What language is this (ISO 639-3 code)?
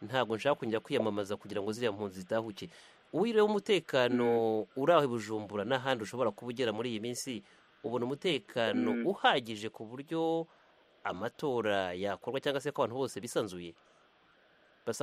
kin